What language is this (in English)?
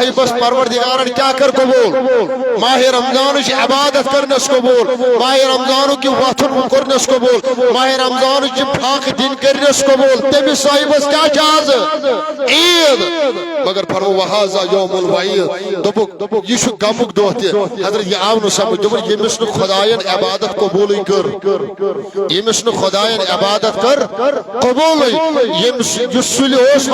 Kashmiri